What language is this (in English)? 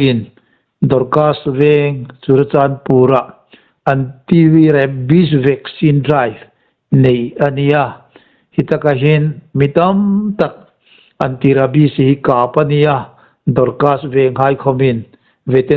Hmar